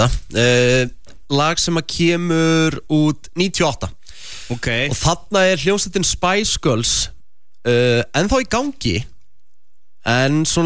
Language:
Icelandic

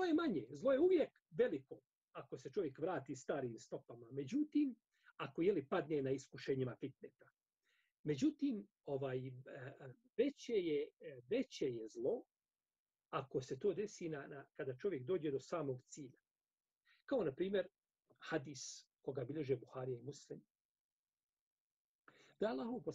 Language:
Bosnian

